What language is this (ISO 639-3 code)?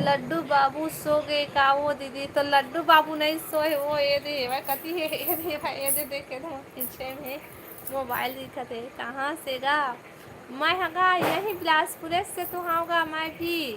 hne